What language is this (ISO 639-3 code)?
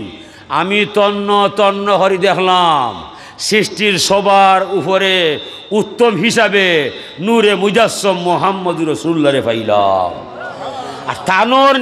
syl